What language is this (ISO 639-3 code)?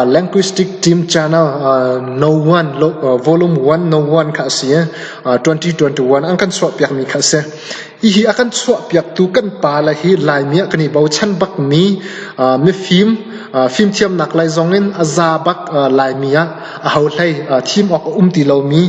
cnh